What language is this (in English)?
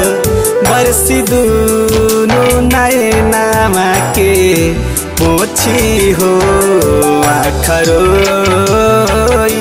Bhojpuri